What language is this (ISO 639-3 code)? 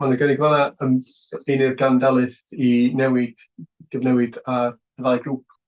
cym